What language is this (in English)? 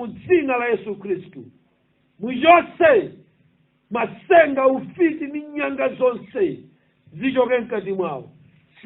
Nyanja